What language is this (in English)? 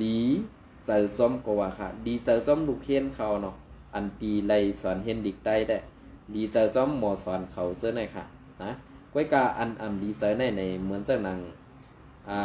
Shan